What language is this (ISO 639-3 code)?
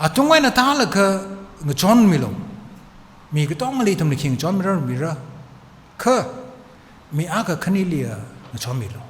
nmf